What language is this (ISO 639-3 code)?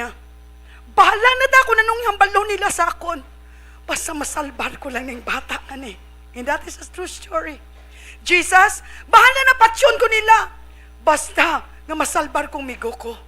hil